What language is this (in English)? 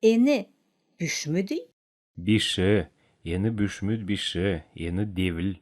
Kalmyk